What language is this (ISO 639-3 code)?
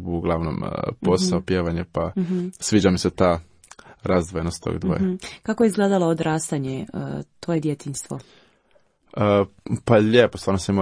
hrv